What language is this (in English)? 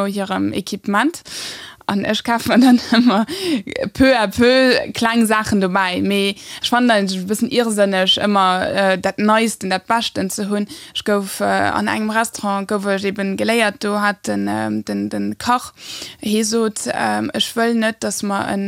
Luxembourgish